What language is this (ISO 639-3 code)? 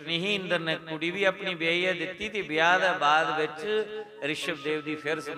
doi